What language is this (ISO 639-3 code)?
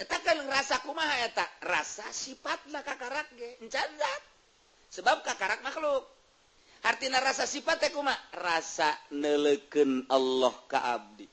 sun